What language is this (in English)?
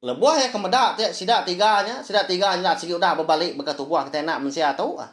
Iban